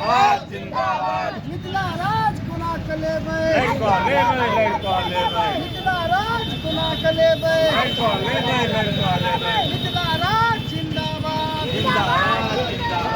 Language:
Maithili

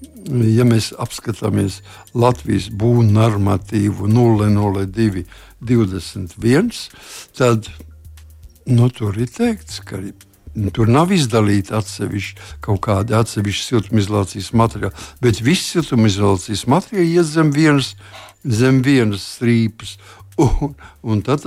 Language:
Latvian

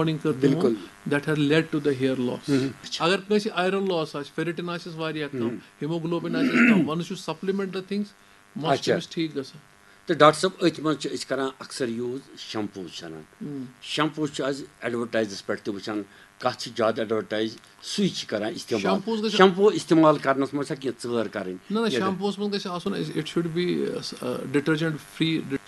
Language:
Kashmiri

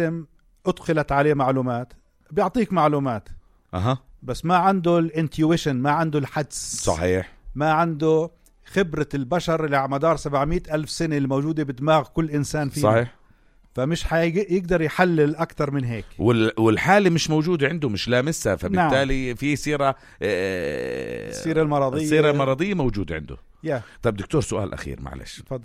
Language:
North Levantine Arabic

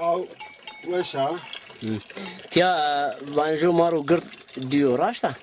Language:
Zaza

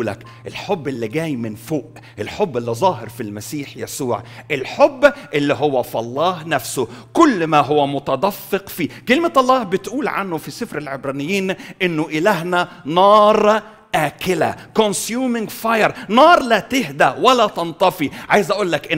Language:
Egyptian Arabic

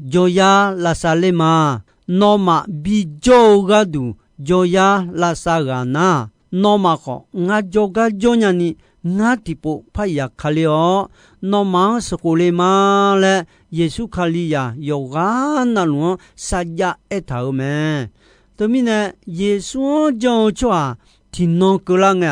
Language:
Akha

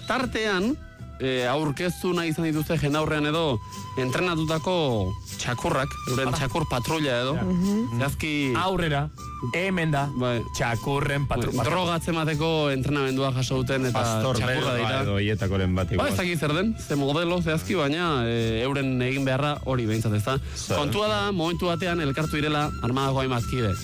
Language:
Basque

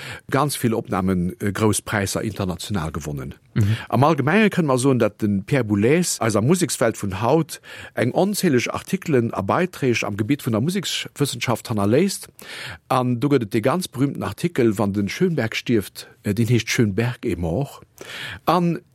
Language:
Luxembourgish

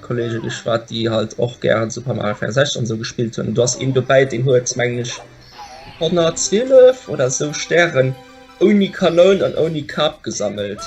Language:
Luxembourgish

